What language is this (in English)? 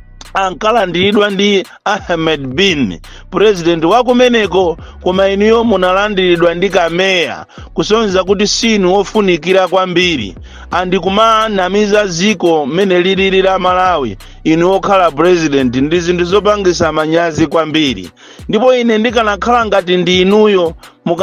Nyanja